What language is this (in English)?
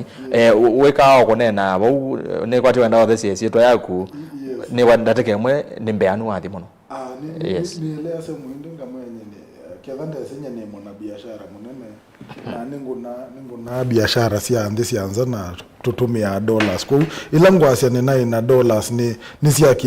Kamba